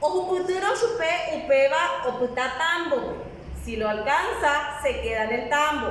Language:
Guarani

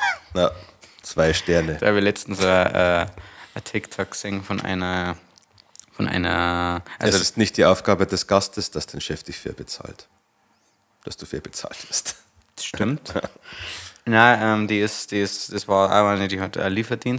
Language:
Bavarian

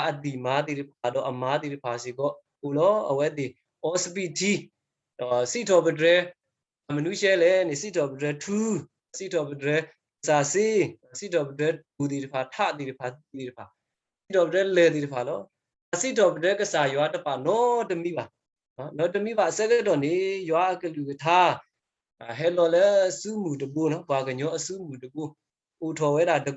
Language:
S'gaw Karen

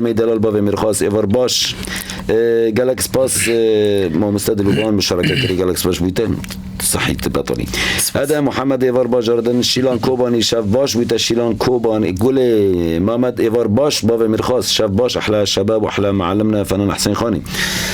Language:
Kurdish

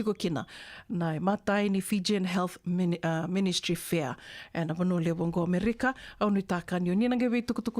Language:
Fijian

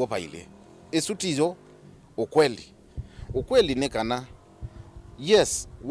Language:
Kamba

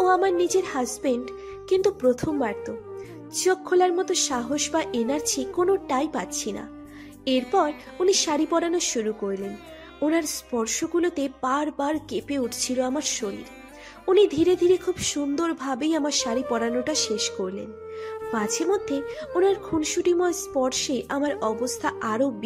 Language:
Bangla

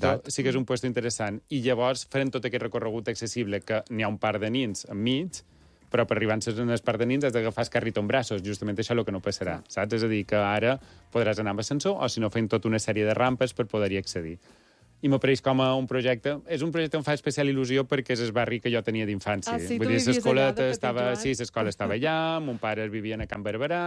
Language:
Catalan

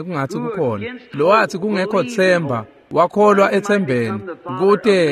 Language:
Swati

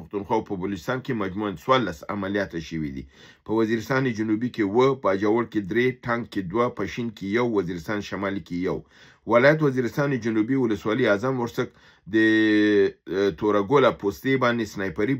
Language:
Pashto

